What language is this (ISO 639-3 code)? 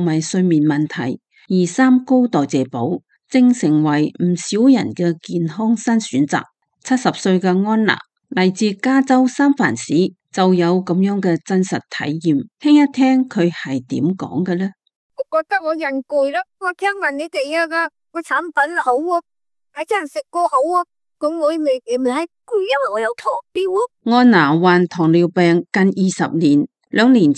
yue